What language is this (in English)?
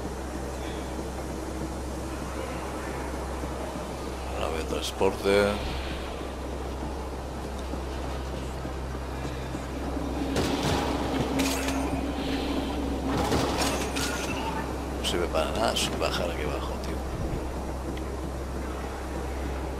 Spanish